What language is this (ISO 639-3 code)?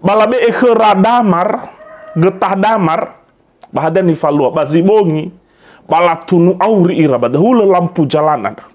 nia